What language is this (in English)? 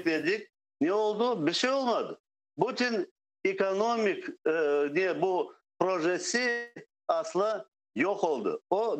Crimean Tatar